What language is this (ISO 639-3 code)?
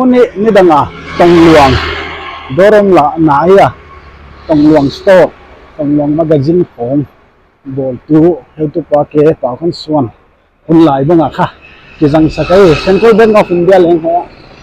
pck